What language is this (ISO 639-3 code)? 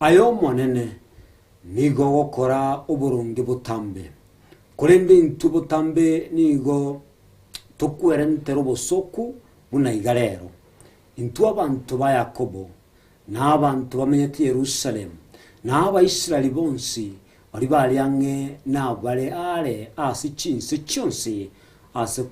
guz